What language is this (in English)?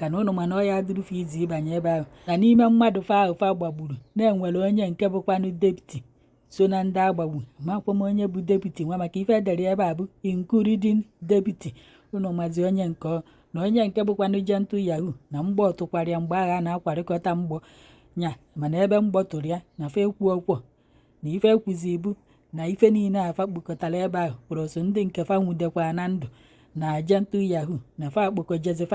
Igbo